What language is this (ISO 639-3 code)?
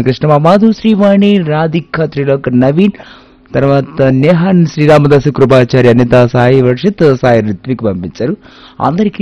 tel